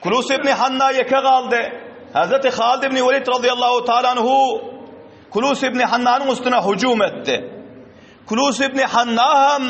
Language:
Turkmen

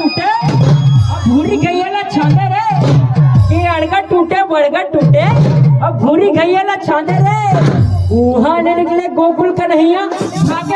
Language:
Chhattisgarhi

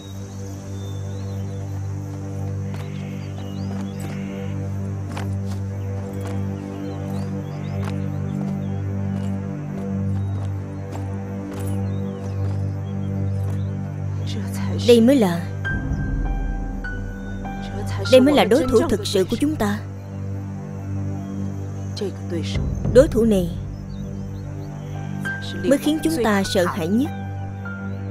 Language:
Vietnamese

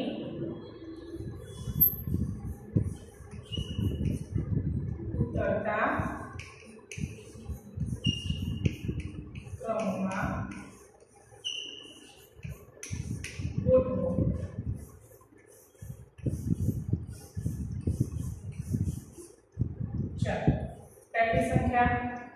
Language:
Gujarati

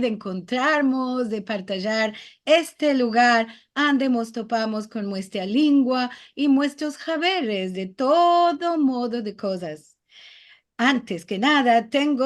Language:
Ladino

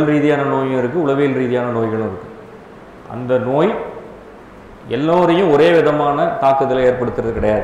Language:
Tamil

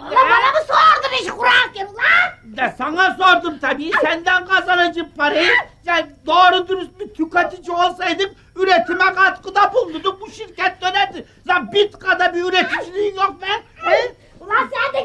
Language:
Turkish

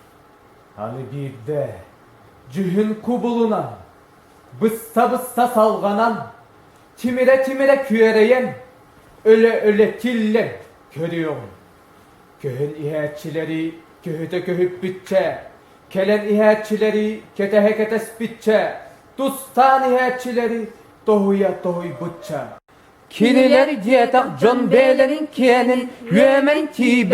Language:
Yakut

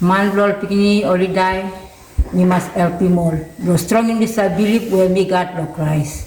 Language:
Tok Pisin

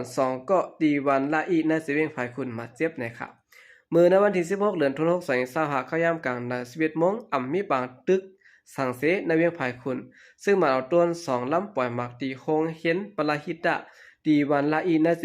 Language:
Shan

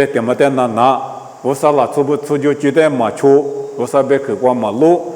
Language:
Lisu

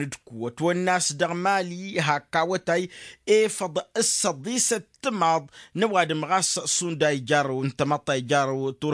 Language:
Tamasheq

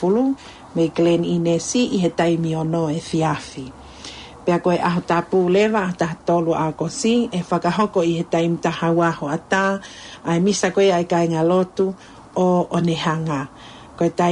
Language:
Tongan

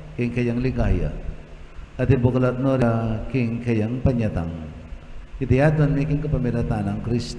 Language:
Pampanga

